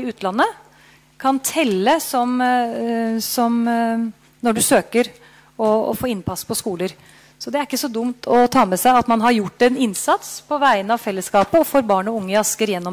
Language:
Norwegian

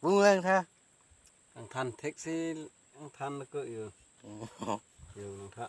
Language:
Karbi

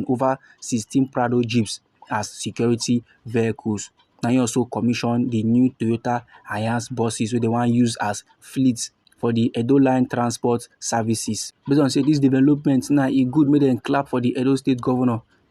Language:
Nigerian Pidgin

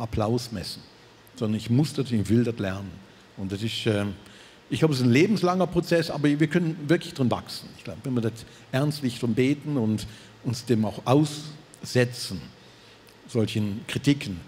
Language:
Swiss German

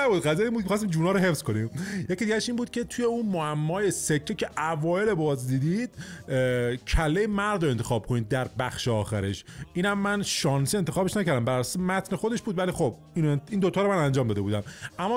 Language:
Persian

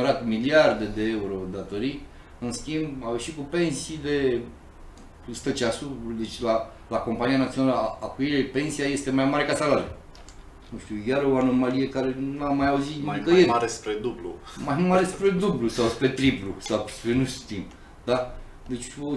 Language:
Romanian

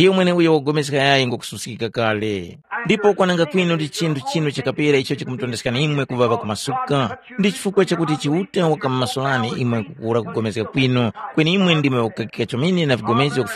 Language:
Tumbuka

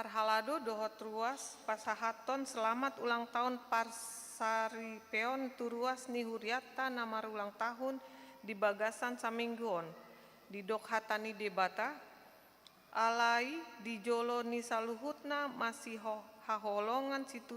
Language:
Batak Toba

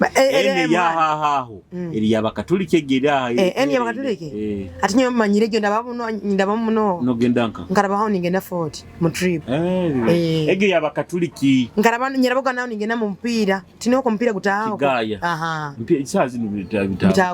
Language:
Nyoro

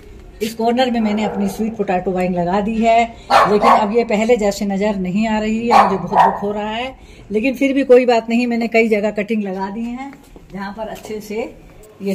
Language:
Hindi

